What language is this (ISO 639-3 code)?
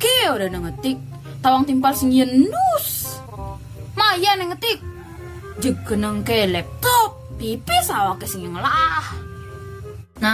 ban